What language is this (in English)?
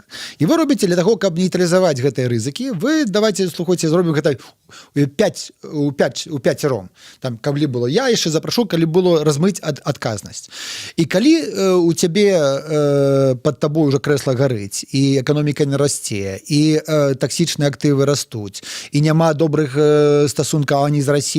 Belarusian